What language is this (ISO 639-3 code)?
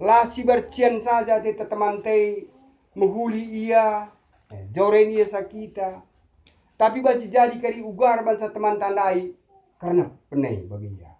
btx